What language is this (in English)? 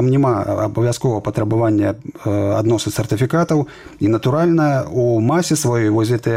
Belarusian